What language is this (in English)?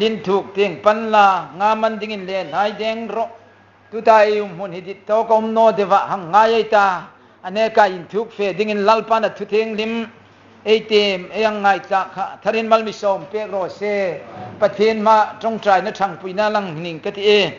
Hmar